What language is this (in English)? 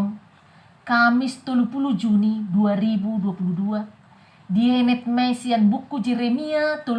Batak Toba